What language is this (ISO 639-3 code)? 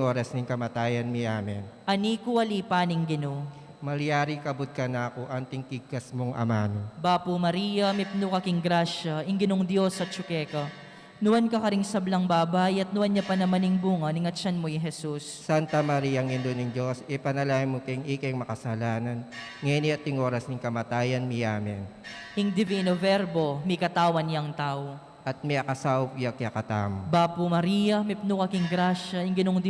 pam